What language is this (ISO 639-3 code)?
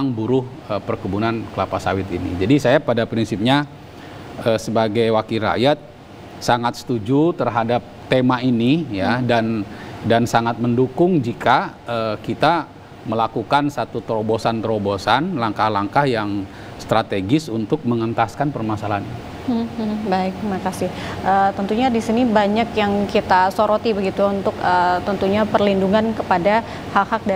ind